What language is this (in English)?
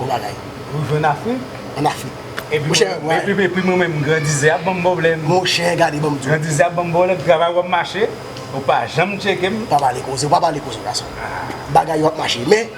Haitian Creole